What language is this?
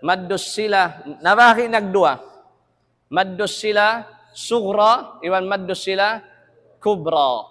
Tausug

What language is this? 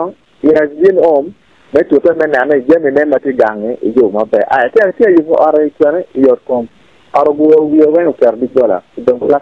Acoli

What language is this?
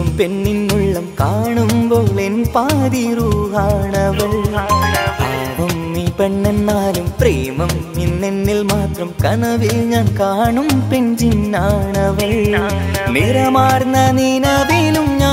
Malayalam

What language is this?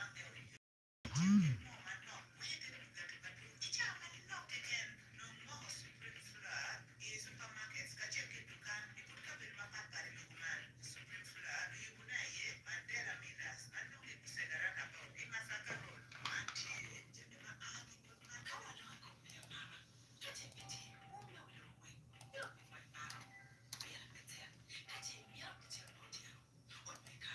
Acoli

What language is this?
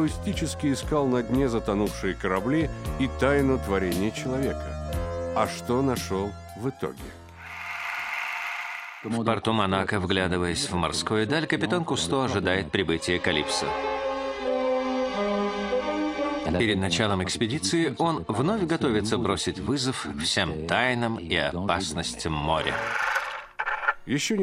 Russian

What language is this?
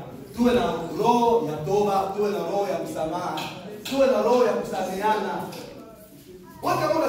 Swahili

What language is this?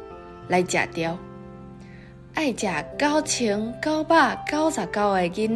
Min Nan Chinese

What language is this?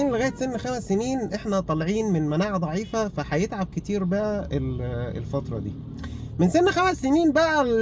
Egyptian Arabic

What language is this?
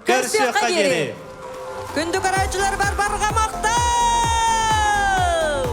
Yakut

